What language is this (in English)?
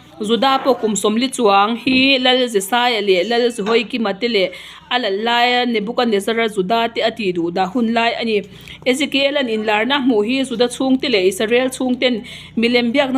Mizo